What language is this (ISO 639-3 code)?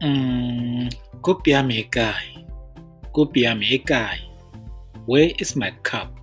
tsn